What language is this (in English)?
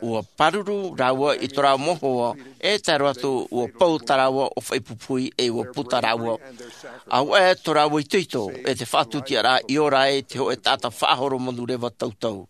Tahitian